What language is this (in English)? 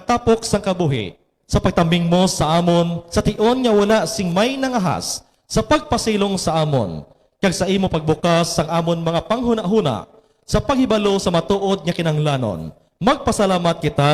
Hiligaynon